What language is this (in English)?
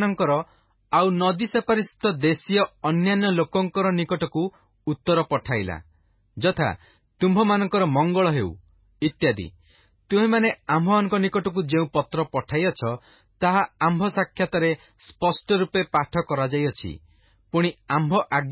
Odia